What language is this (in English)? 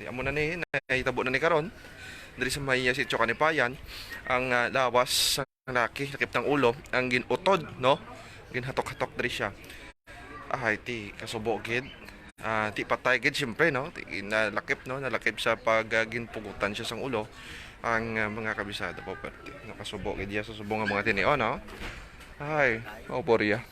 Hiligaynon